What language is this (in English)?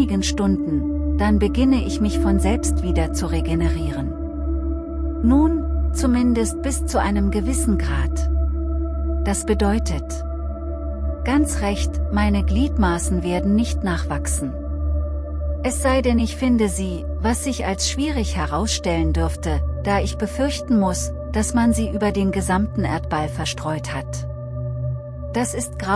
German